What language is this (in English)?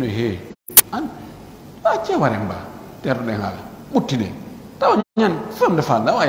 Pular